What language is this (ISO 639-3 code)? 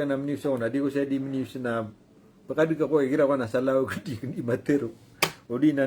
mrw